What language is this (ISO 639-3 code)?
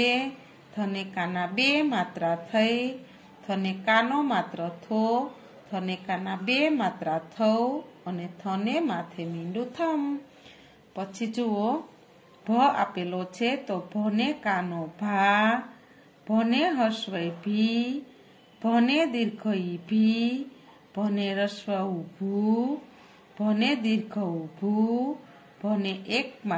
guj